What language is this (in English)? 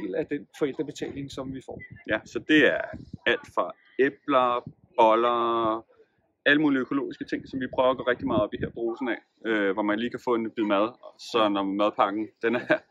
Danish